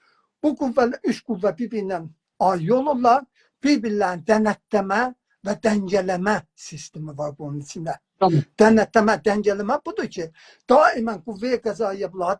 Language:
South Azerbaijani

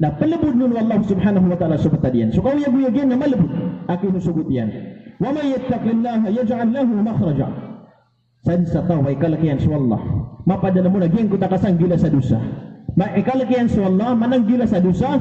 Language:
Maranao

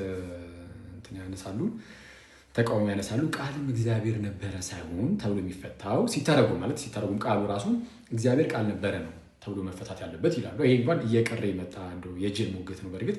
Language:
Amharic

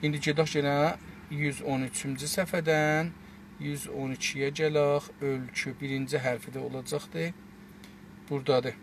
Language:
South Azerbaijani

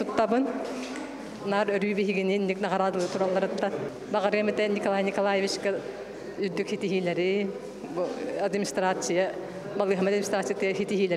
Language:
Yakut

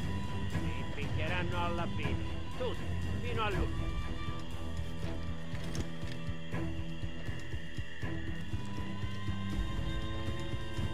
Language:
Italian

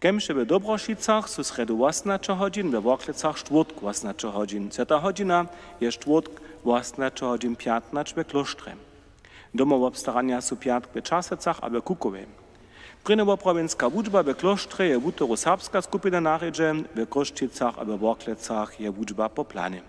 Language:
Upper Sorbian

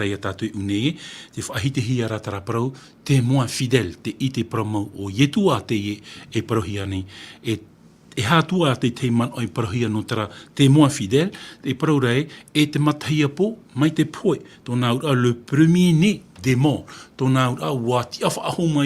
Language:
Tahitian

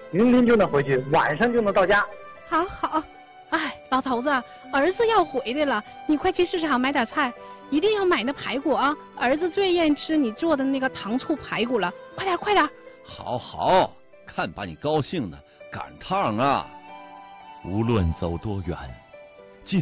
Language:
Chinese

